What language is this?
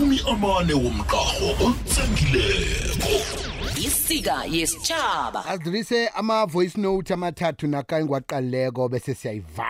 South Ndebele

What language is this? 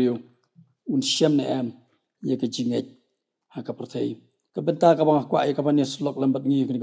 Khasi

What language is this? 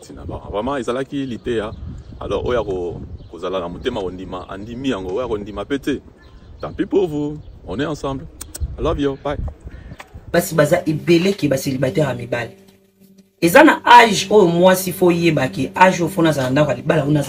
Lingala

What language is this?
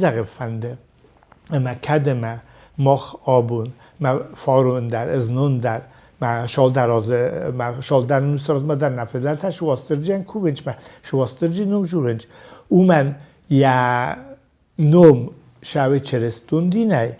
Ossetic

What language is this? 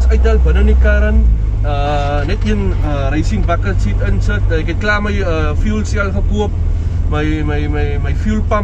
Afrikaans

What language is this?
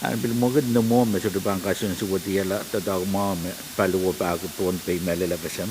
Pohnpeian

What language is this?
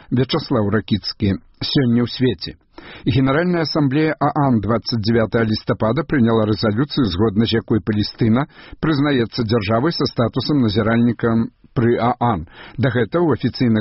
Belarusian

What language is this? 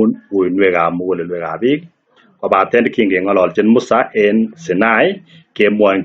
Kalenjin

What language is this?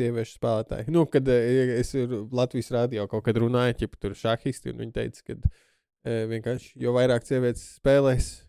Latvian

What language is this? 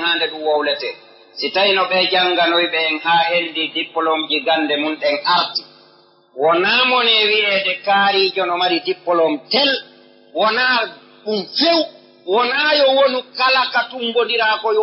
Fula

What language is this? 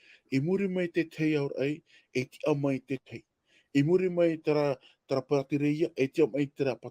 Tahitian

